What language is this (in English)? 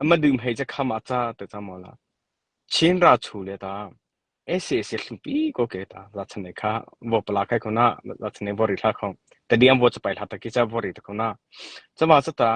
Mara Chin